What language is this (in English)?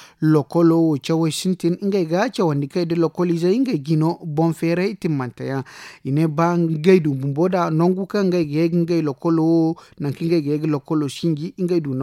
Zarma